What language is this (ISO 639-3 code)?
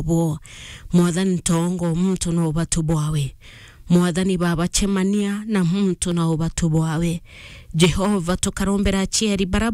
mer